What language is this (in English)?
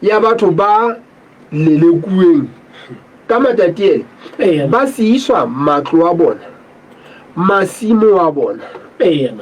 Southern Sotho